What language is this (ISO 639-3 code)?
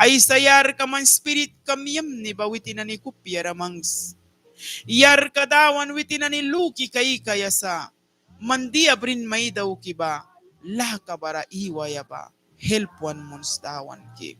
miq